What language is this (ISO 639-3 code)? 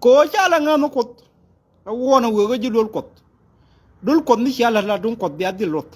nus